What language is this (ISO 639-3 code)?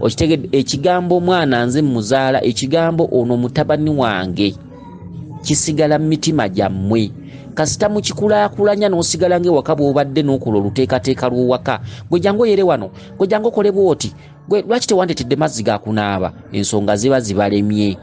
lug